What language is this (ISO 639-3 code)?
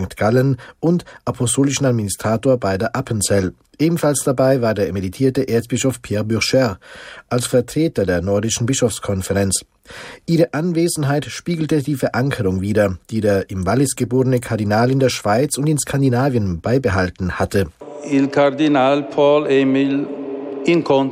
deu